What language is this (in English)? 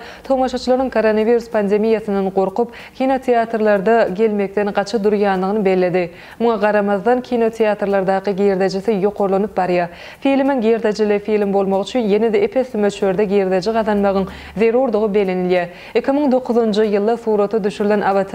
Turkmen